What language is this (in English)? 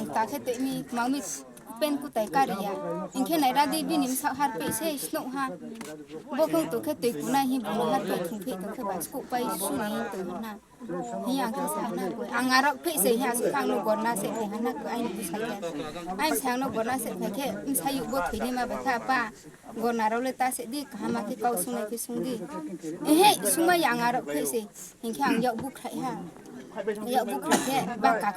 Kok Borok